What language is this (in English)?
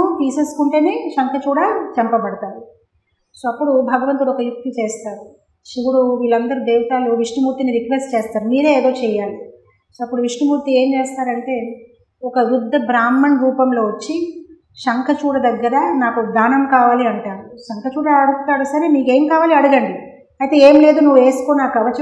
Telugu